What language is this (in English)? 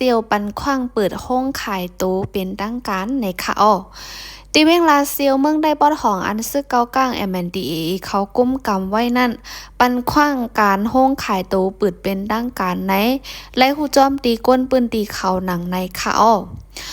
Shan